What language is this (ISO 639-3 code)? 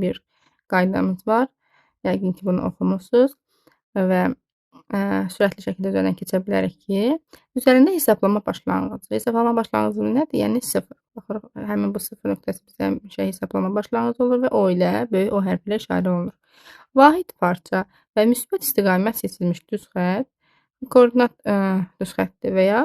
aze